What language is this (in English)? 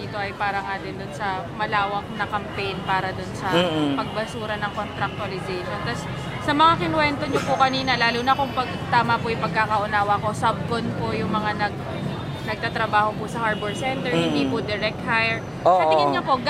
Filipino